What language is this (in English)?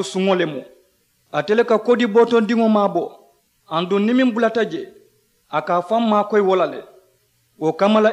Mandingo